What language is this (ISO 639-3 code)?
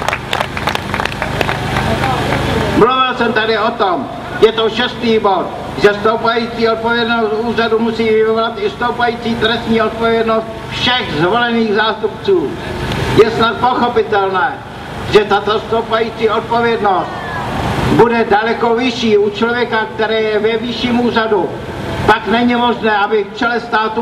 ces